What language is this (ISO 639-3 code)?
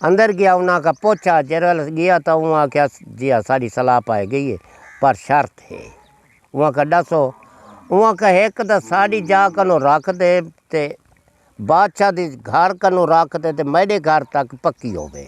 skr